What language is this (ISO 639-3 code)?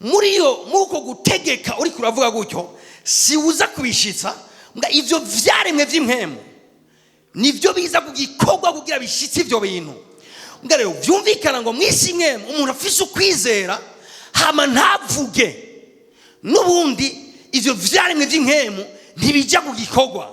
run